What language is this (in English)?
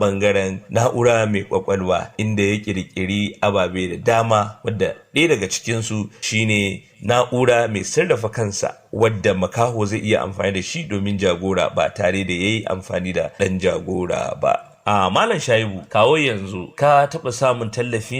Hausa